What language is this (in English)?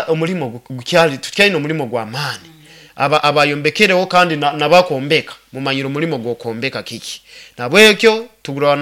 Nyoro